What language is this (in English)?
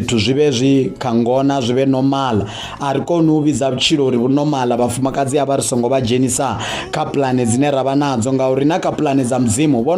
Venda